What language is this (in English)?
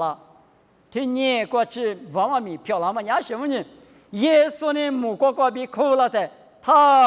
Lisu